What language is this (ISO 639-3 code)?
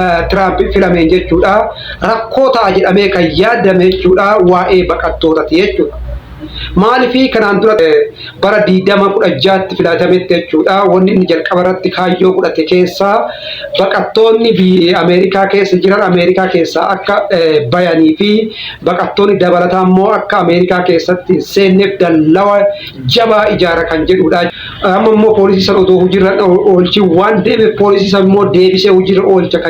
orm